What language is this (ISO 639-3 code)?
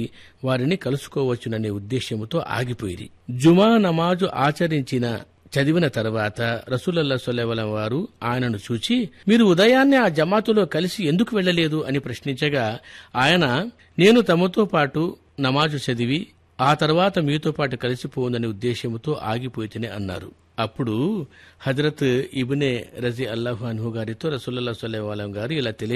tel